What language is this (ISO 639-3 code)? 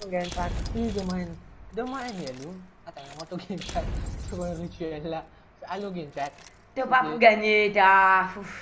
mfe